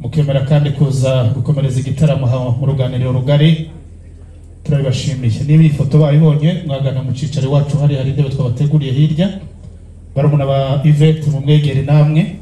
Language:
Kinyarwanda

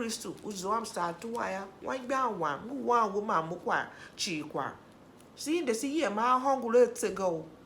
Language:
Tiv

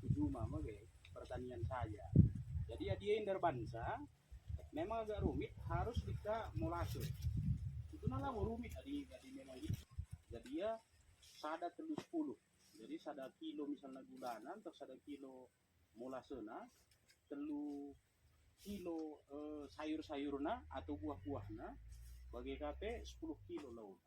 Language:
Batak Karo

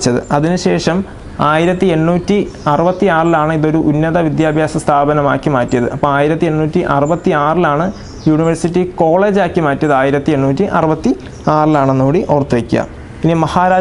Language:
Malayalam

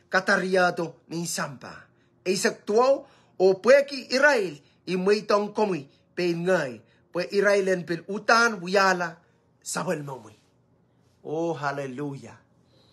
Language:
Pohnpeian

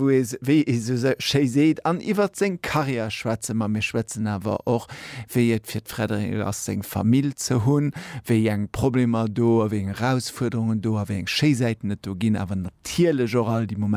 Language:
Luxembourgish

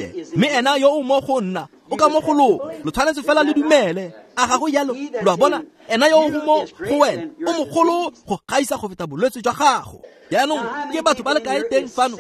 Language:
Tswana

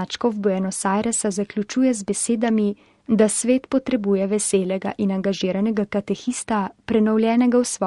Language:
Slovenian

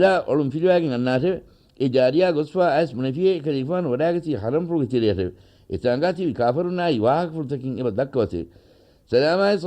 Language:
Divehi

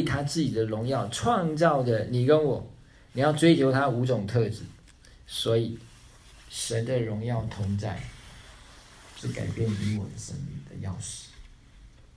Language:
Chinese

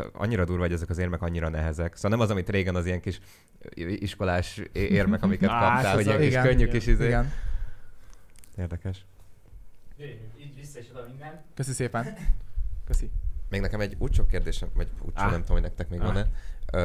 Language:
Hungarian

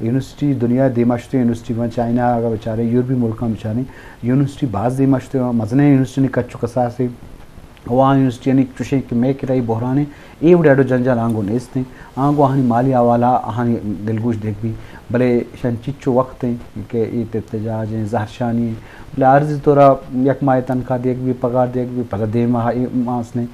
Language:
Eastern Balochi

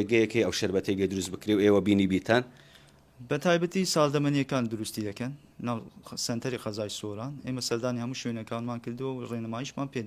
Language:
Central Kurdish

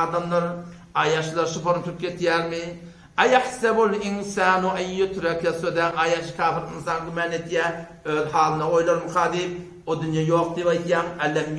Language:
Turkmen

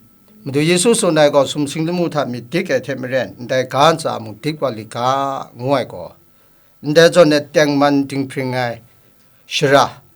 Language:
Kachin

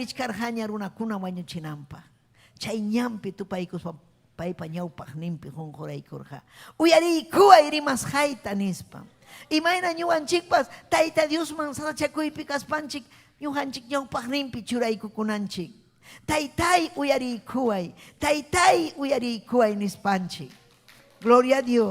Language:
Ayacucho Quechua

